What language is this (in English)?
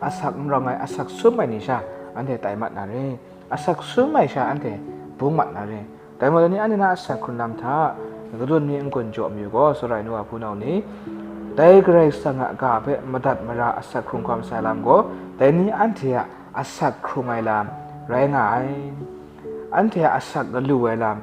Kachin